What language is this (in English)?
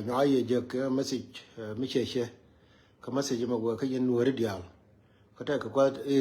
Nuer